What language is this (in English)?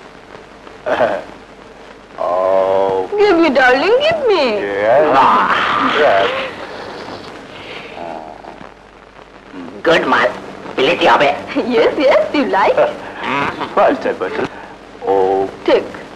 Bangla